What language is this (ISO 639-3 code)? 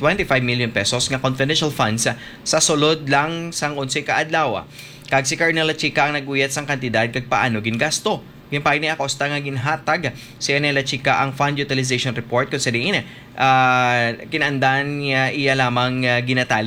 hil